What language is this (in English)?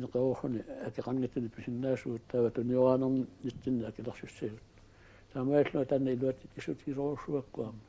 Kalaallisut